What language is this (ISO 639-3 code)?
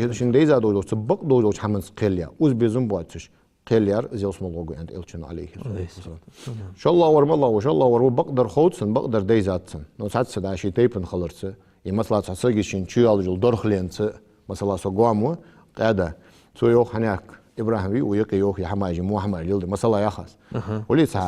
inh